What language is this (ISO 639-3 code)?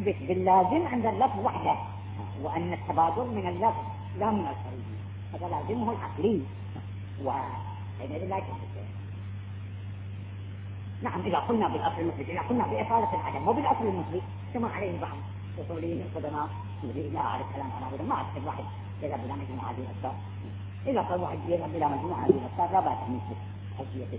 ara